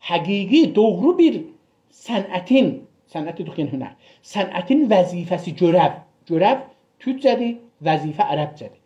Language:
South Azerbaijani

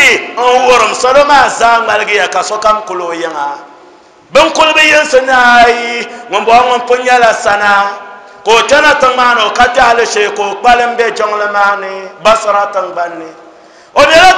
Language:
Dagbani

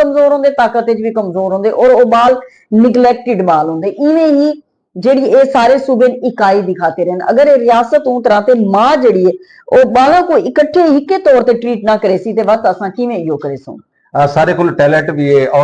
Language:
Saraiki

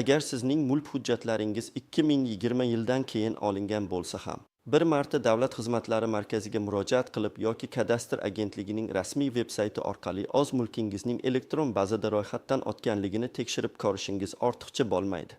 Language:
Uzbek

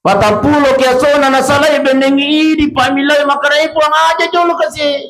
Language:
Buginese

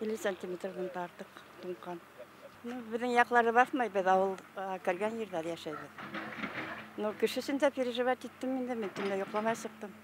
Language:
Bashkir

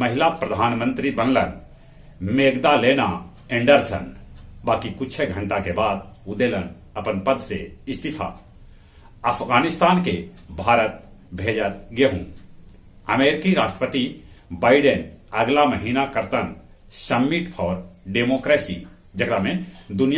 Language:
Magahi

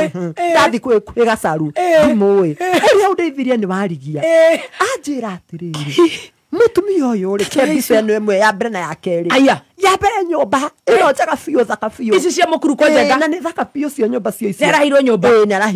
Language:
Kikuyu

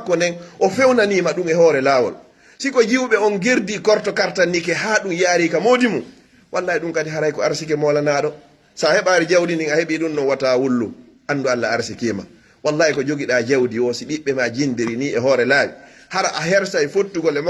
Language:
Pular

